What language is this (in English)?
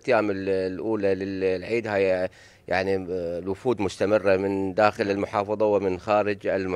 Mesopotamian Arabic